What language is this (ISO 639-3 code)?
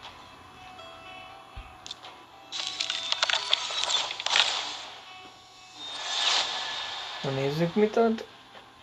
hun